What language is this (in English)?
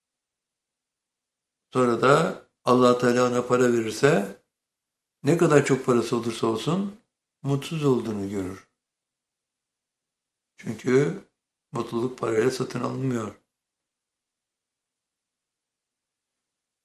Turkish